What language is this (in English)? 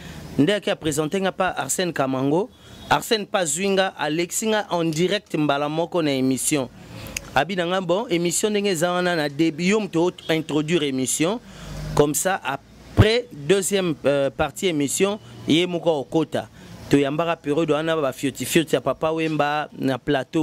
Lingala